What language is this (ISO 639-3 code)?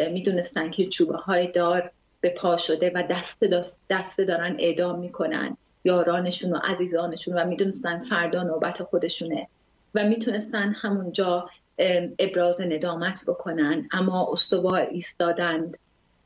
fas